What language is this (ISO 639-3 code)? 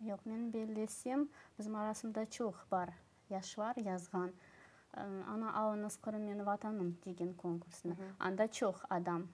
crh